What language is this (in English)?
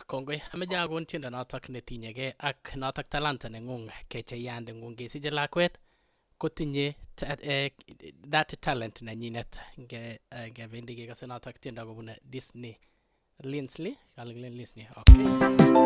Kalenjin